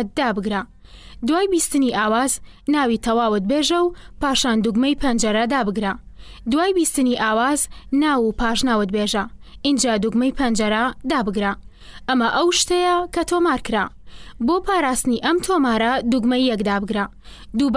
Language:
Central Kurdish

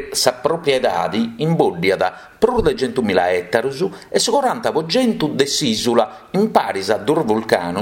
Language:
Sardinian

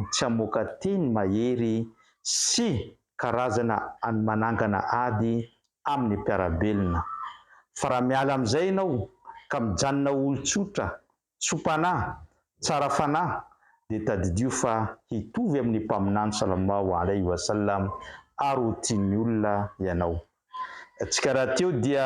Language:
Malagasy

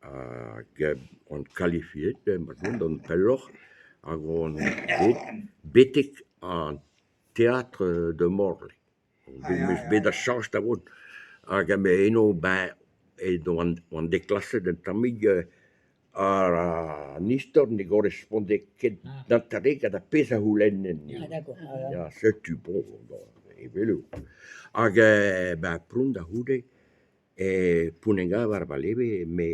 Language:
Breton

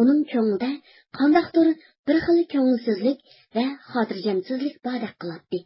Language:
Uyghur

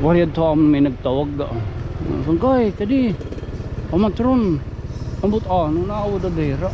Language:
Waray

